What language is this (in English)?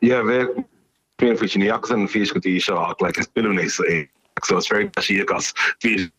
Irish